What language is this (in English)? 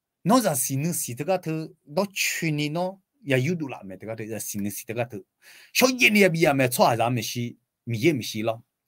Akha